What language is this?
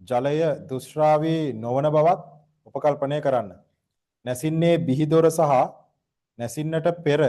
Sinhala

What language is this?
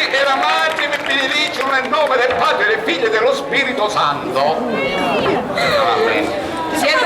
Sicilian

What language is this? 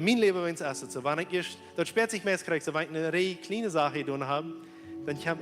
Plautdietsch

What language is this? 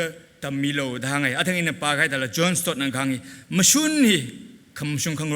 Tangkhul Naga (India)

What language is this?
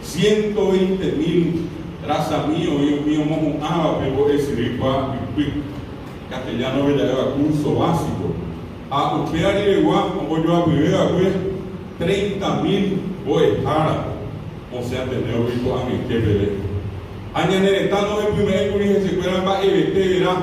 Guarani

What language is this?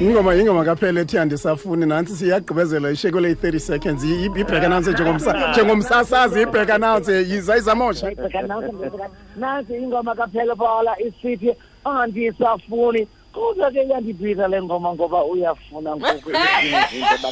Xhosa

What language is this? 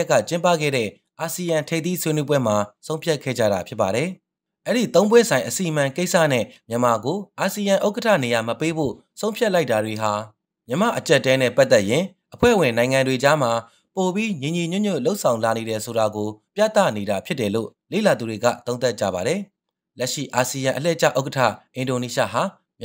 Burmese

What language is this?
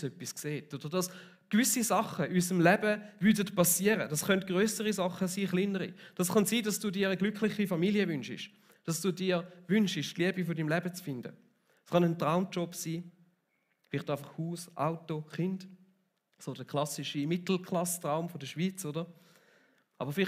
Swiss German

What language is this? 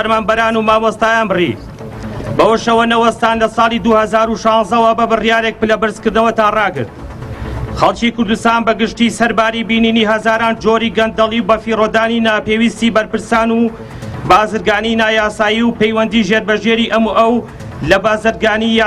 Central Kurdish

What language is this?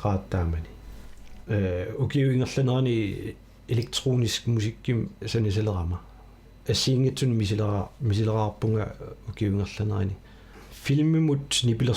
Kalaallisut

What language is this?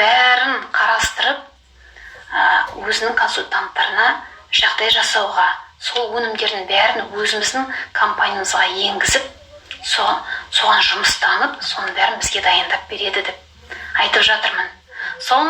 Kazakh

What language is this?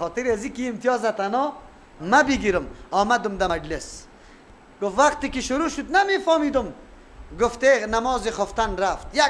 Persian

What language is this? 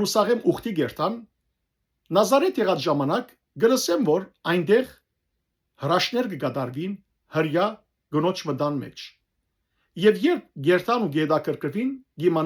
Western Armenian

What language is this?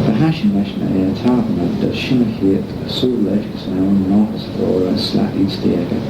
Manx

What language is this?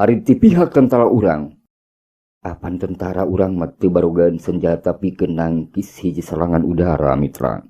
Sundanese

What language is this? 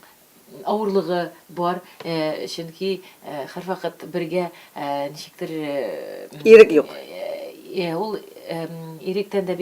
Tatar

